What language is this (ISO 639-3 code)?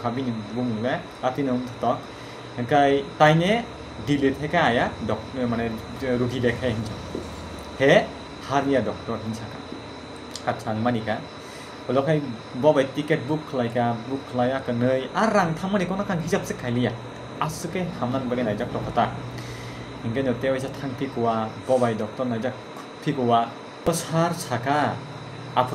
trp